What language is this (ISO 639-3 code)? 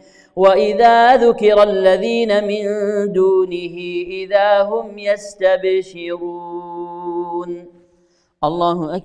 ara